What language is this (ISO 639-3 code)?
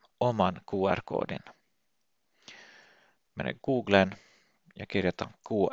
fin